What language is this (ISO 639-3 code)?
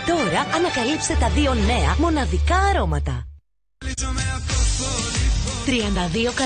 ell